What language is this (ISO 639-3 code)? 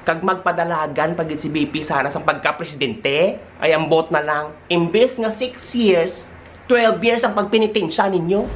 hil